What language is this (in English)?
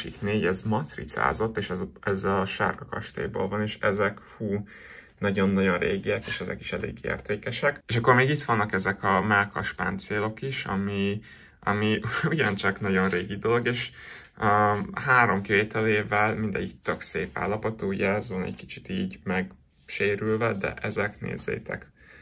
Hungarian